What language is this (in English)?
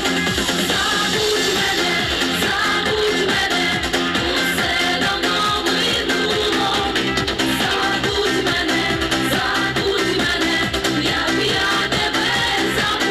Ukrainian